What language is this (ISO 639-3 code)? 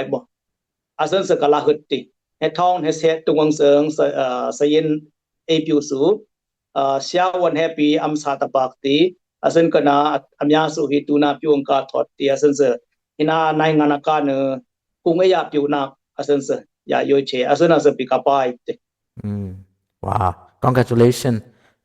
dis